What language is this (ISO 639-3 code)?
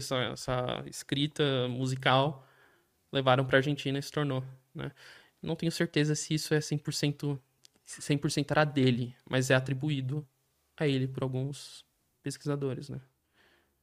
por